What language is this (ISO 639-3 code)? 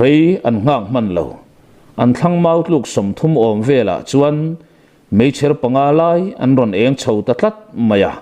lus